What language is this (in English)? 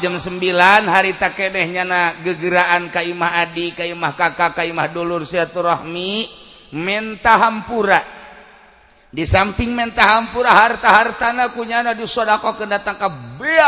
Sundanese